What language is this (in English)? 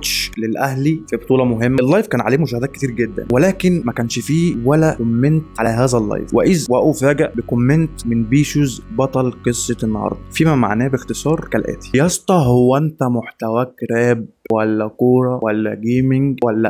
Egyptian Arabic